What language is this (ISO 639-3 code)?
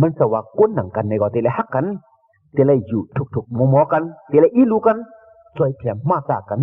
shn